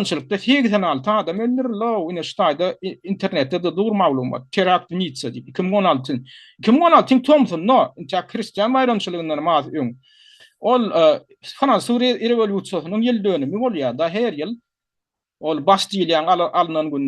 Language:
Turkmen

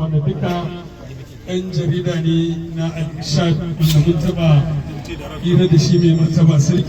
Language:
Hausa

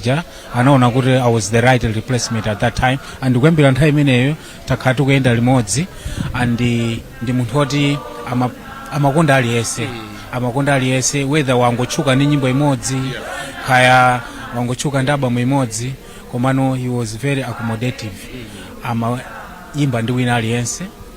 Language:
Nyanja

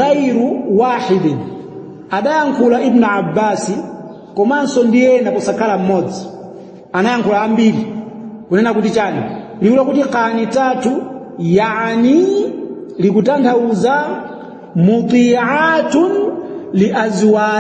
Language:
Nyanja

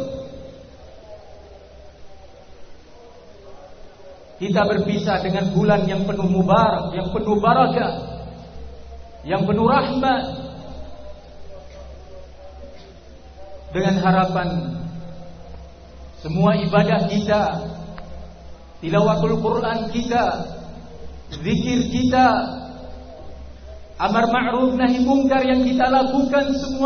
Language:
Indonesian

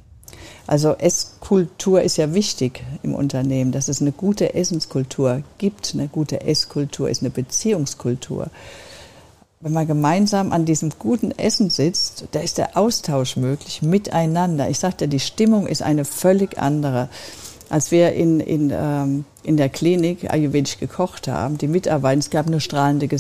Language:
German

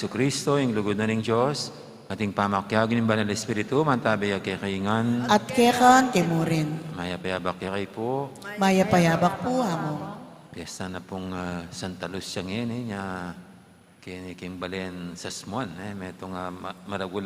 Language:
Pampanga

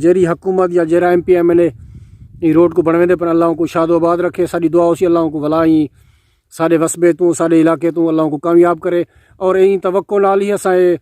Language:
Saraiki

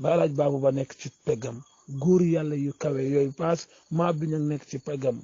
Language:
Wolof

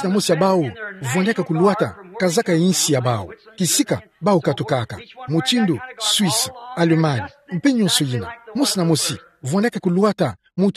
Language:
Kituba (Democratic Republic of Congo)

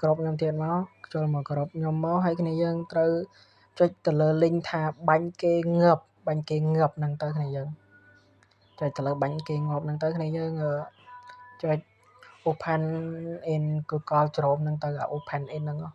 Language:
Khmer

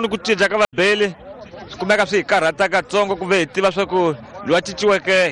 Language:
Tsonga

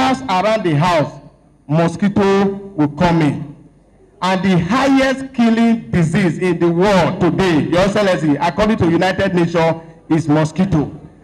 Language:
Nigerian Pidgin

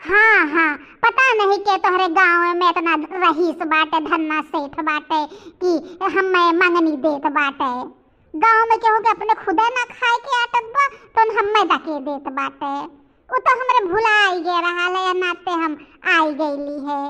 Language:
Bhojpuri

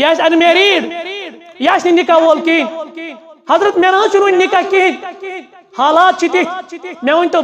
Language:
Kashmiri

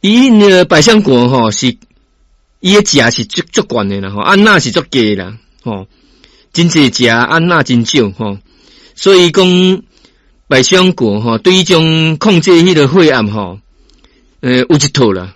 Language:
Min Nan Chinese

